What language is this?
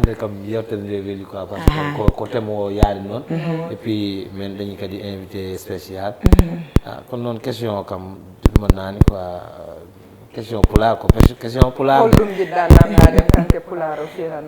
Fula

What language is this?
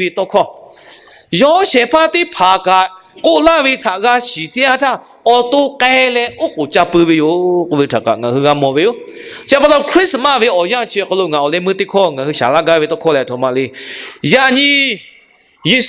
Lahu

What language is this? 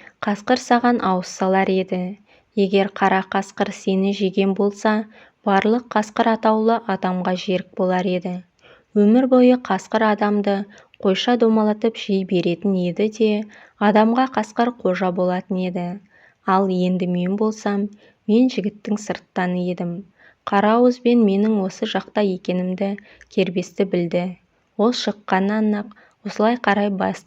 Kazakh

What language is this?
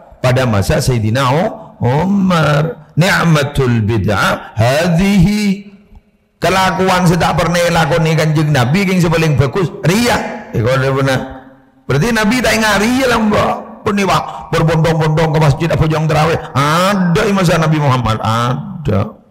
Madurese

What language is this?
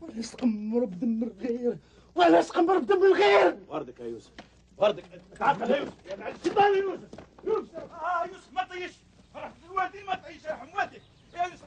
Algerian Arabic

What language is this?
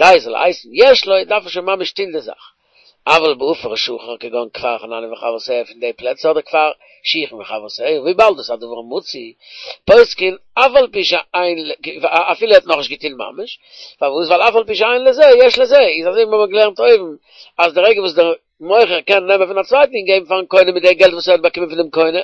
Yiddish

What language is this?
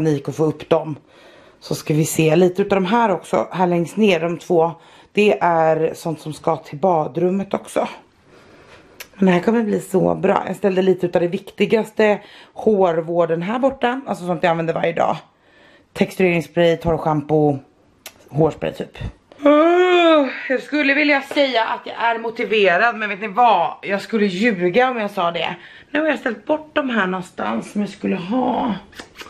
Swedish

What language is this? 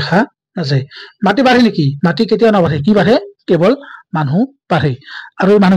Assamese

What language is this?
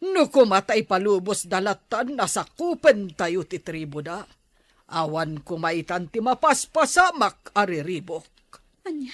Iloko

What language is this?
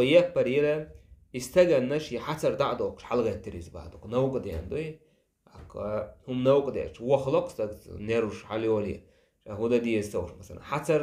Chechen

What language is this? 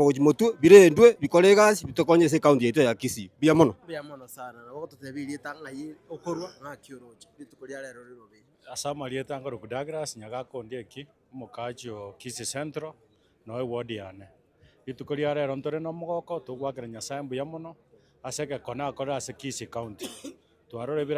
Gusii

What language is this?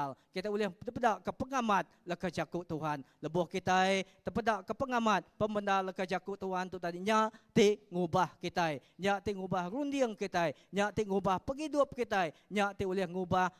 Iban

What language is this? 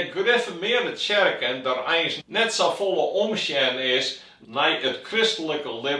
Western Frisian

